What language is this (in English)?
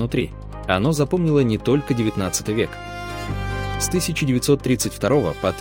Russian